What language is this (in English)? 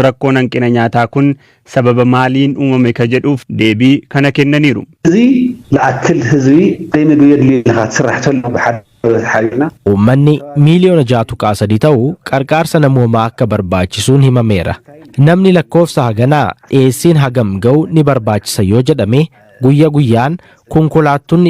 Oromo